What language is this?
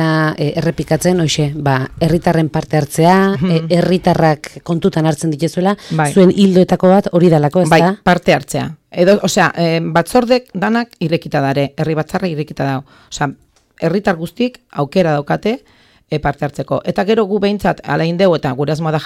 Basque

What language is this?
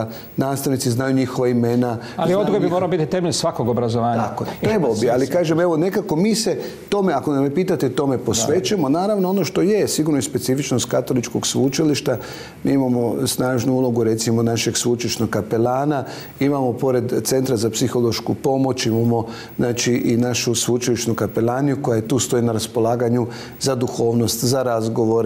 Croatian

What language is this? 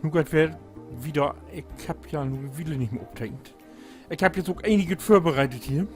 Low German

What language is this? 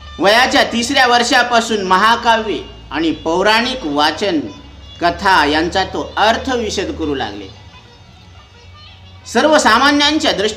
Marathi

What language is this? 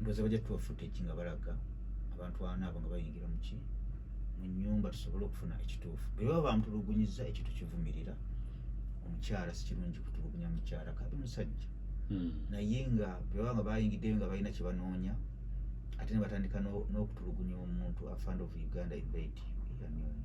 Ganda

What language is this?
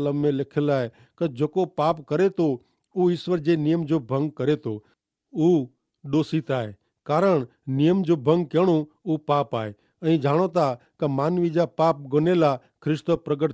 Kachhi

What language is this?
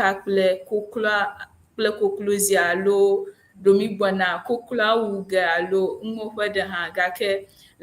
Ewe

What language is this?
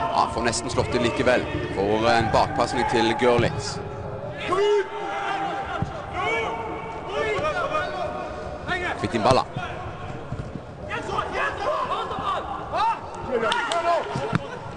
Norwegian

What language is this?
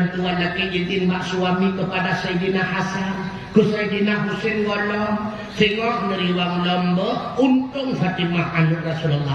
Achinese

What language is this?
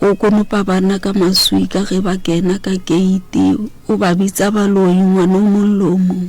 Northern Sotho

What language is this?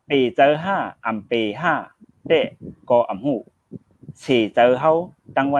Shan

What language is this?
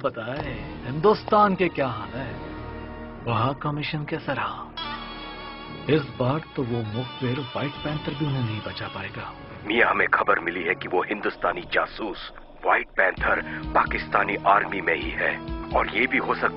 Hindi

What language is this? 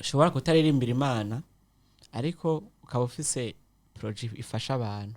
Rundi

